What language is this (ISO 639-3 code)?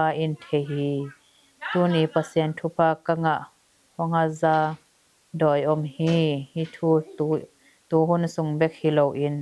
ctd